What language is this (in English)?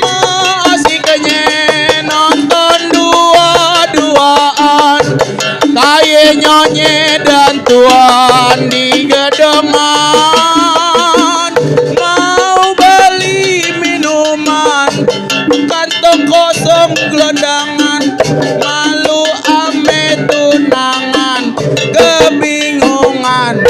Betawi